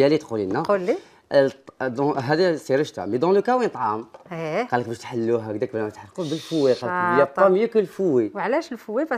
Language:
Algerian Arabic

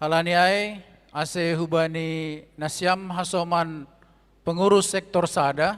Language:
Batak Simalungun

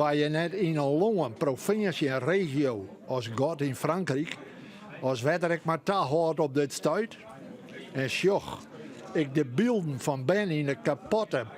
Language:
Western Frisian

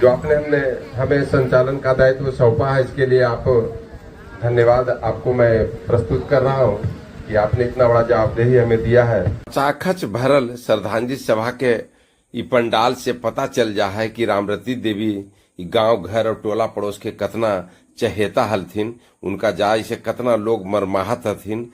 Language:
Magahi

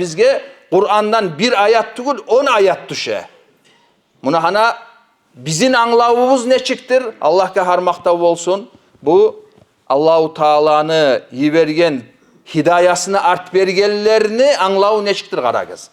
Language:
Kumyk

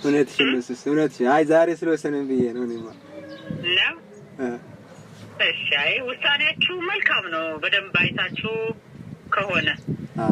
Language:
Amharic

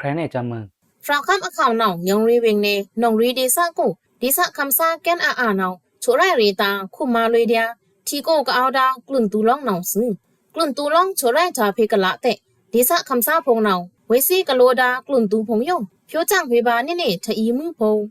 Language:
Pa'o Karen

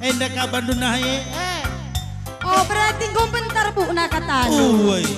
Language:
Batak Karo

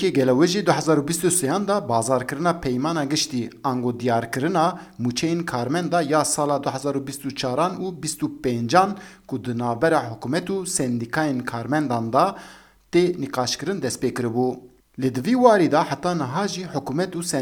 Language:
Kurdish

